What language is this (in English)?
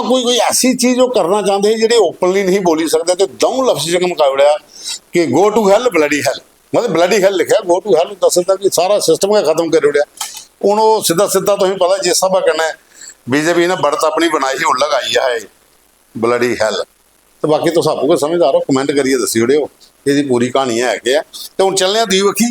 Dogri